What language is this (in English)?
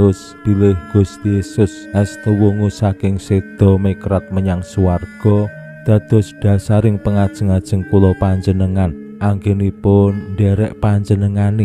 Javanese